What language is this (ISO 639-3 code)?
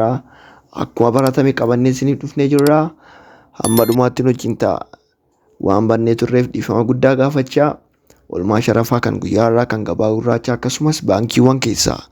orm